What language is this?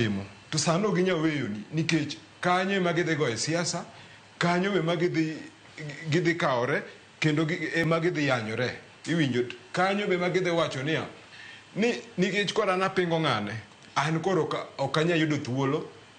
Luo (Kenya and Tanzania)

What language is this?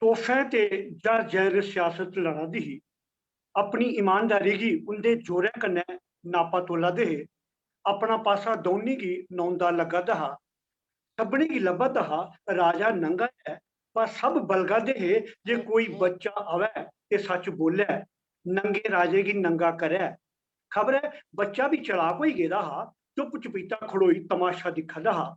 Dogri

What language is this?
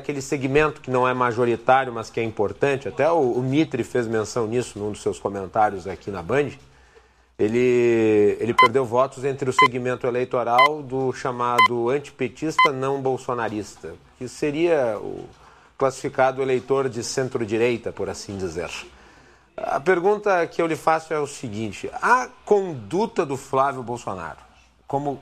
Portuguese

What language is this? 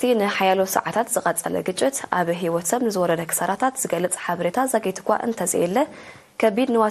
Tigrinya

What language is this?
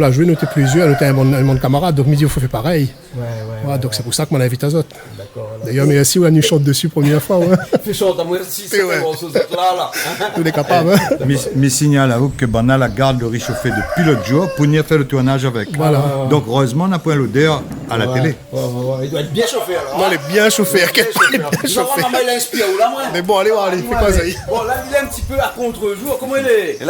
Réunion Creole French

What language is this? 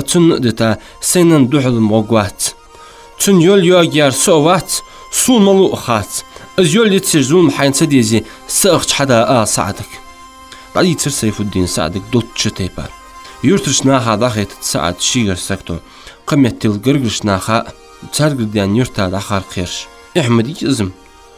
Ingush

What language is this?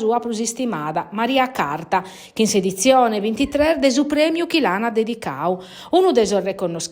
Sardinian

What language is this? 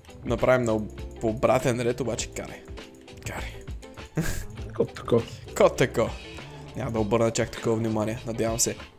Bulgarian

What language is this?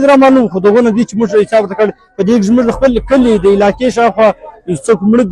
Pashto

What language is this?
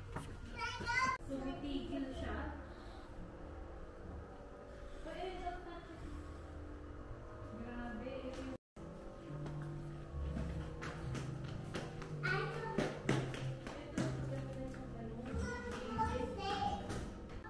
Filipino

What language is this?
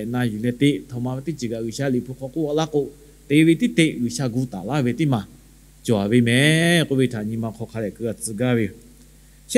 Lahu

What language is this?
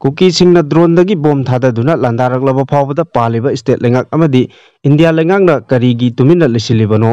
Manipuri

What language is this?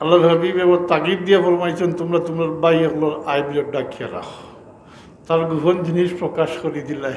Sylheti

